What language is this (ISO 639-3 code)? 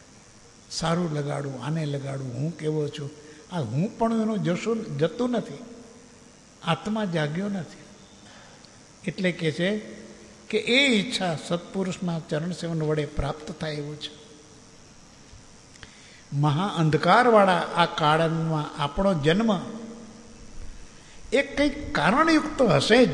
guj